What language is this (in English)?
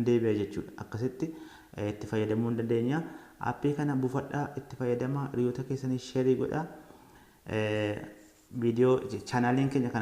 Oromo